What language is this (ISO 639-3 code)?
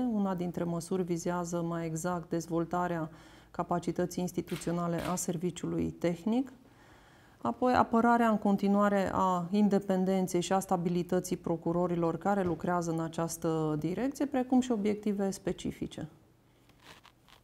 ron